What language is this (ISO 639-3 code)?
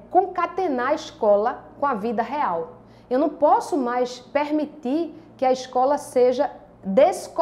por